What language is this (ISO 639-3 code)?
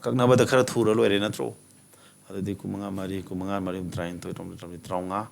mni